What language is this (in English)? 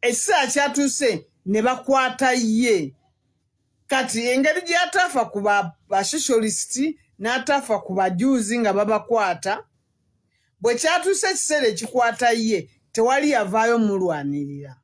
Ganda